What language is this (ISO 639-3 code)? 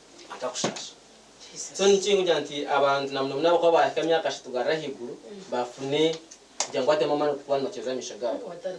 nyn